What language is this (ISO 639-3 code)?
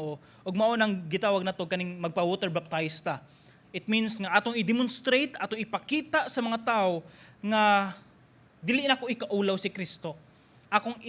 ceb